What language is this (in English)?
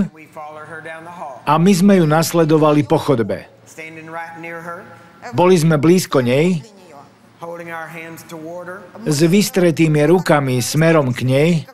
Slovak